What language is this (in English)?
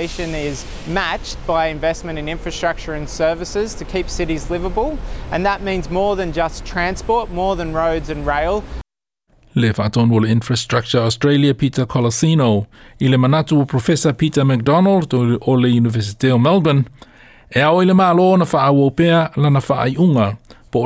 Samoan